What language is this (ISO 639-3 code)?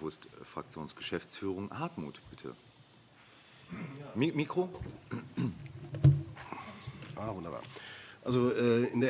deu